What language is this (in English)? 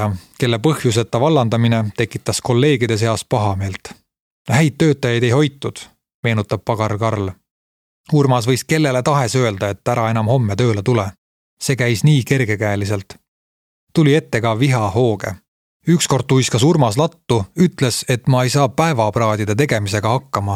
Estonian